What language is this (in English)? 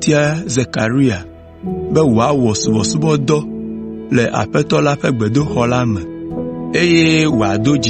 Ewe